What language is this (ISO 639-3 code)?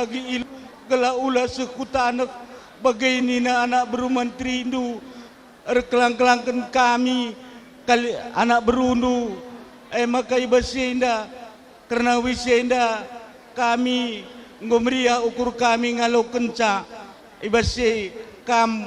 btx